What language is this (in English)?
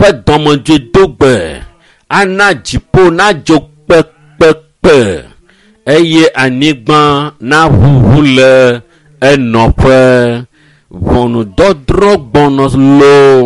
Ewe